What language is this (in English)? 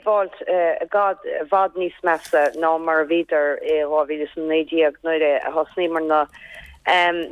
Irish